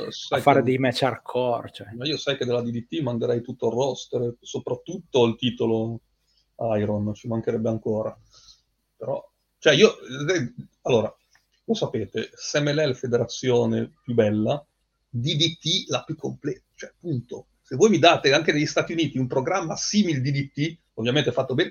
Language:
Italian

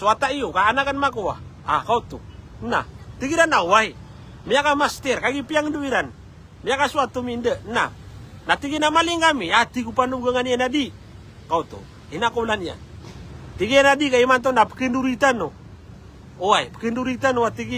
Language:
Maranao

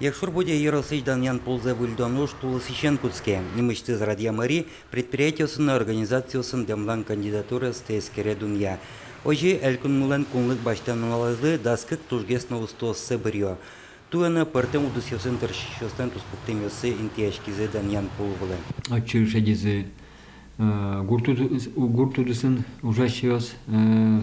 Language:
Udmurt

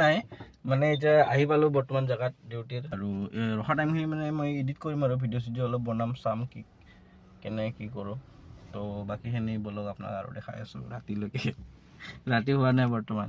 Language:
Assamese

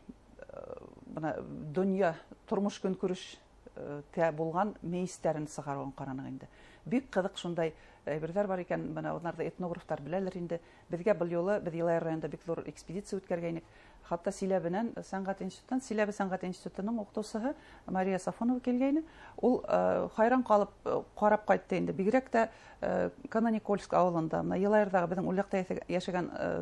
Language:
Bashkir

